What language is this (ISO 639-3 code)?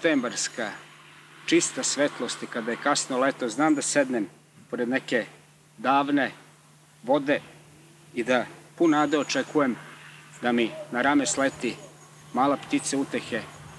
srp